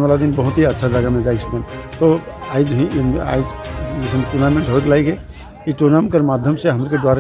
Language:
Sadri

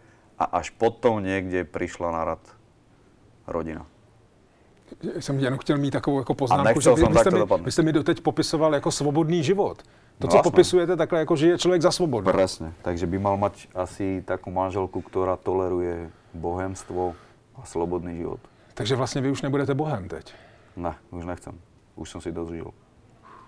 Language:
Slovak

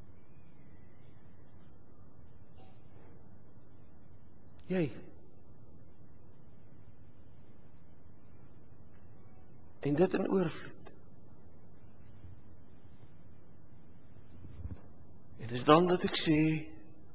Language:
Afrikaans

